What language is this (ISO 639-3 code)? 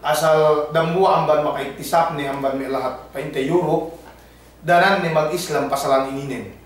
yka